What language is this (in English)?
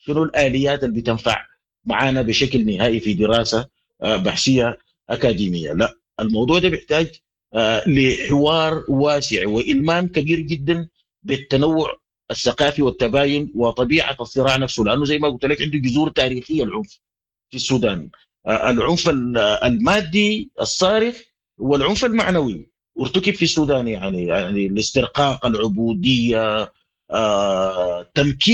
Sudanese Arabic